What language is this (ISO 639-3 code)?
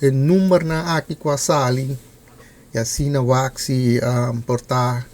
pap